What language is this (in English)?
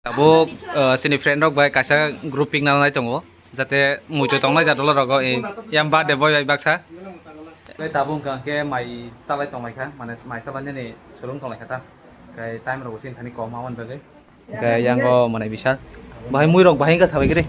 Kok Borok